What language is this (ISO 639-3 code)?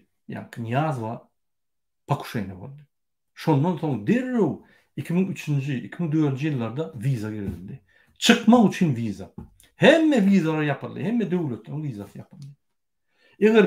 tuk